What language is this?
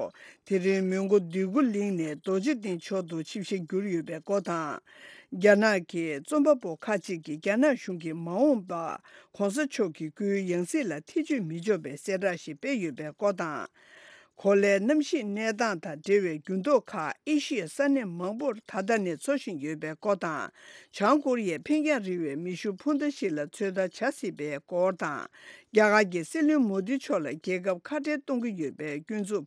Tibetan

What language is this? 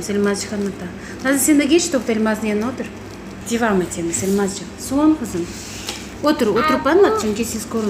Crimean Tatar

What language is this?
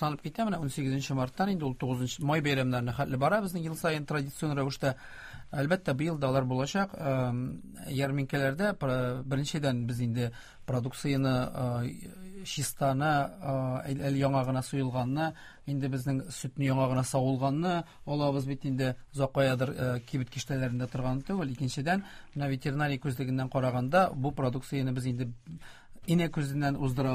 Tatar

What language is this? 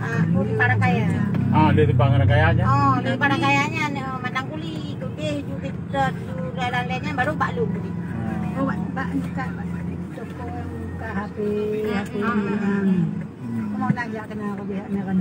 Achinese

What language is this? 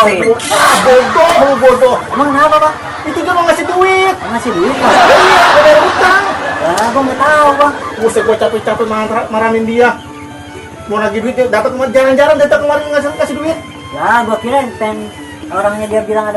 Betawi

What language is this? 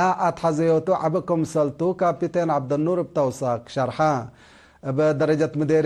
Tigre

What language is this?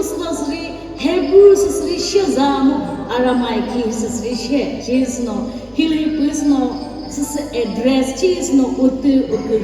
Chokri Naga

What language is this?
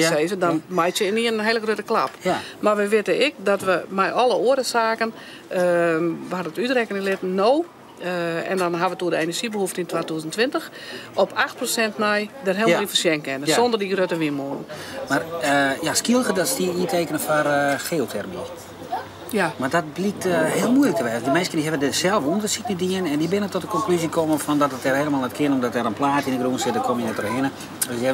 Western Frisian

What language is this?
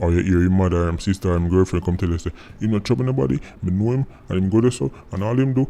Jamaican Creole English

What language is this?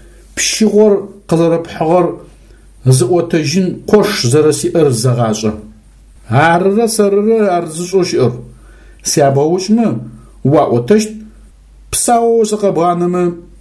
Adyghe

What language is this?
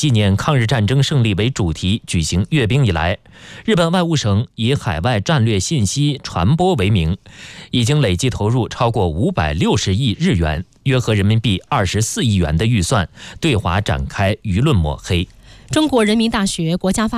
Chinese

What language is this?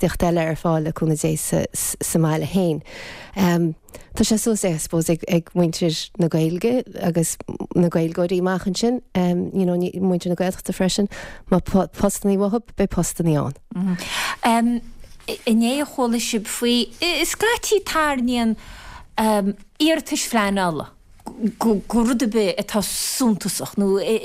Irish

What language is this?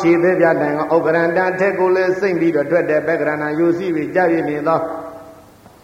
Burmese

